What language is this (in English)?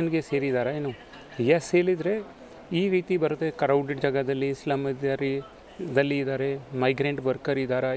Kannada